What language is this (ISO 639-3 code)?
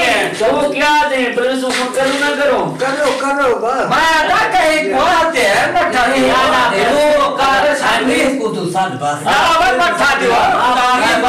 skr